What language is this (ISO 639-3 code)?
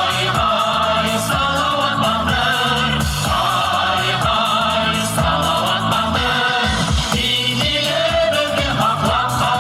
bak